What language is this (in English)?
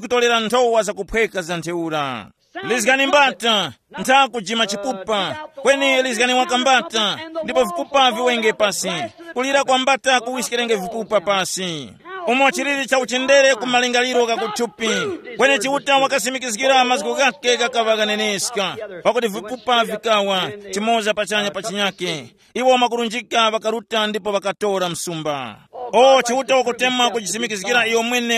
Tumbuka